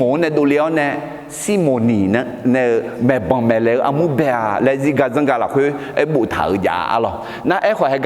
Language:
Akha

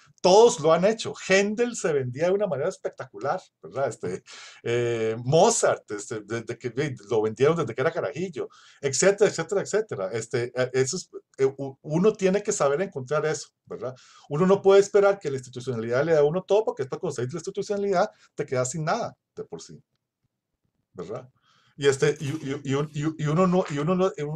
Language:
Spanish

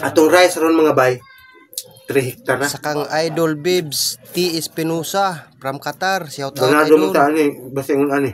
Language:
Cebuano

